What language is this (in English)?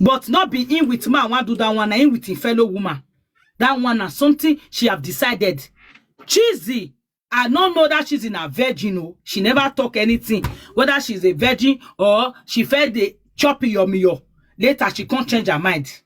Nigerian Pidgin